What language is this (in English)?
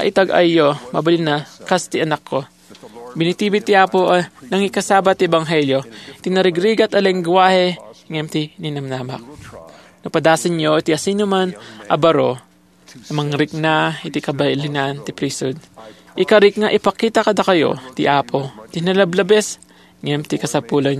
Iloko